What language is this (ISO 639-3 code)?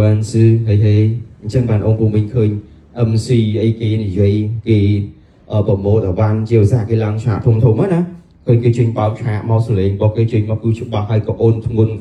khm